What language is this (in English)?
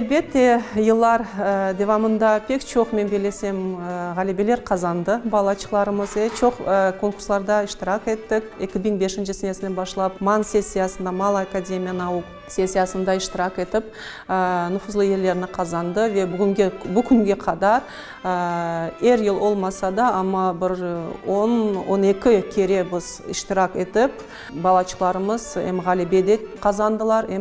Crimean Tatar